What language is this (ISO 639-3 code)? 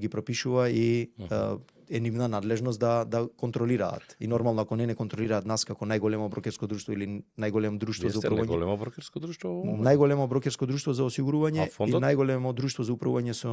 mkd